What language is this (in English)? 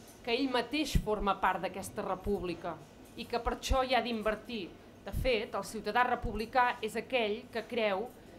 Catalan